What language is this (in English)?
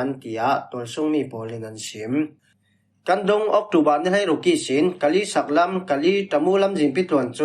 Falam Chin